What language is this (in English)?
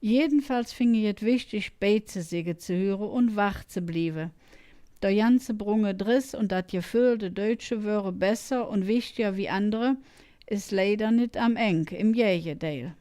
Colognian